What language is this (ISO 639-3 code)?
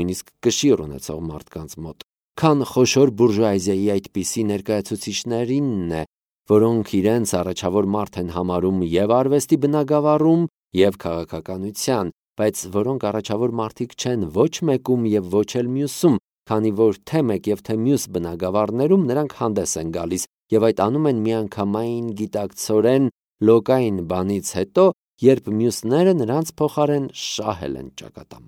hye